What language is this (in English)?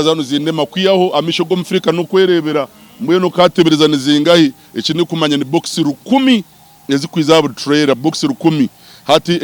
Nyankole